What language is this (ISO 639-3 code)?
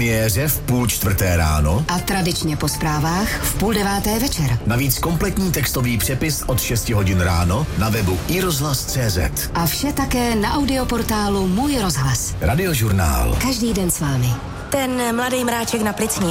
ces